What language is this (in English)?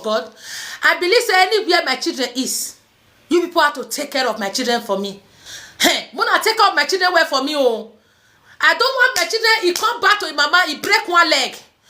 Nigerian Pidgin